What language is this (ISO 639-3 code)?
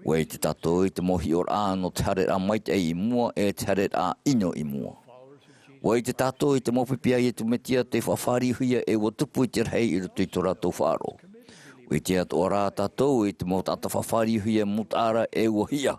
tah